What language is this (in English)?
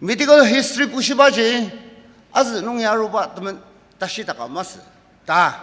Ao Naga